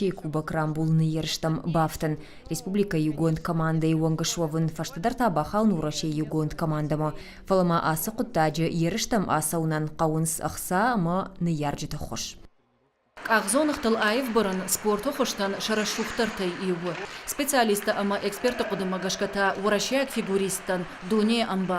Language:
Ossetic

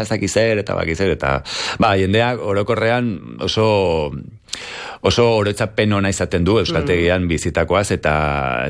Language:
Basque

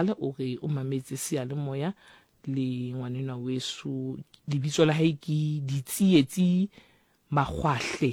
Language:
Southern Sotho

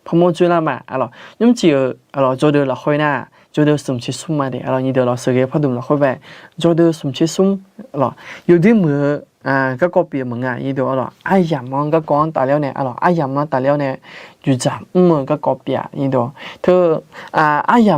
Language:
Akha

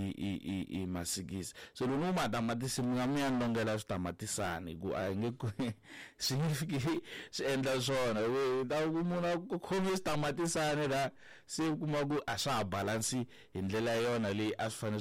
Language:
Tsonga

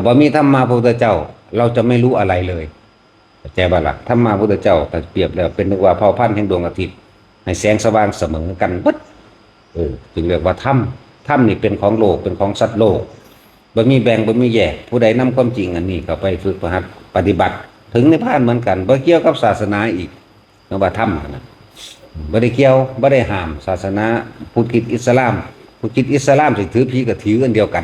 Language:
Northeastern Thai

